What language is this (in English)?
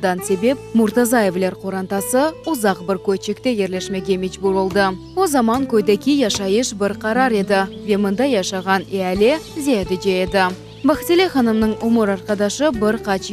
Crimean Tatar